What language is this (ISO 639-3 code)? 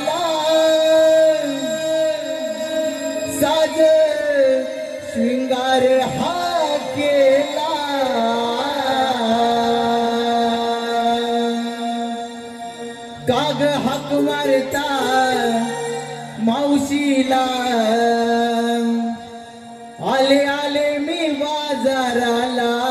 mar